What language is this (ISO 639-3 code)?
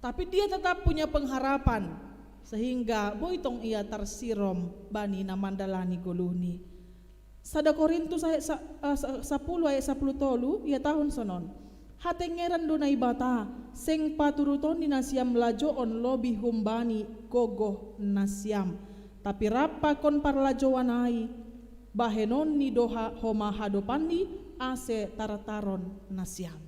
bts